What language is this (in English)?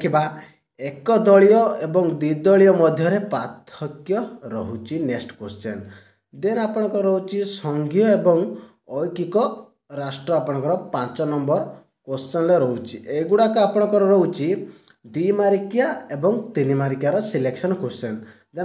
Odia